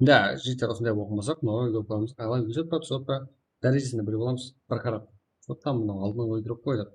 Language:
Kara-Kalpak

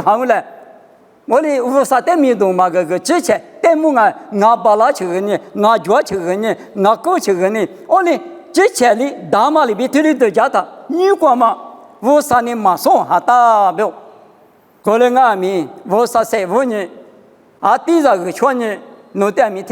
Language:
Lisu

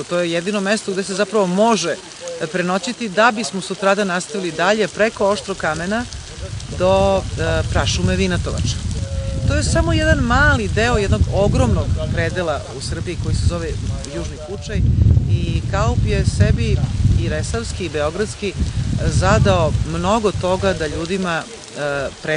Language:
Serbian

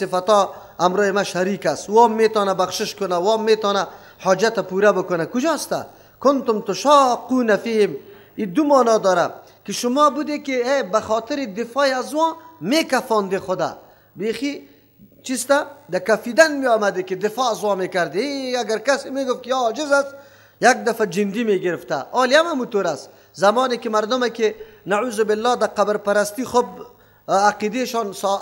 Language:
Persian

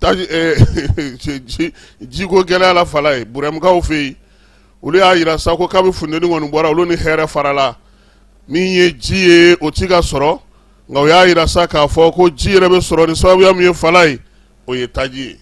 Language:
Bambara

